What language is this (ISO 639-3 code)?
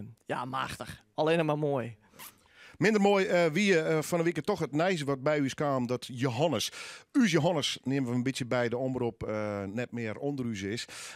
fry